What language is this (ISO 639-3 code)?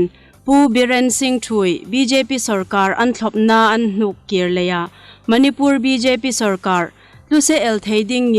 hmr